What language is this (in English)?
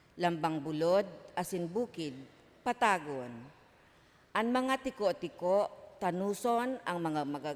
Bikol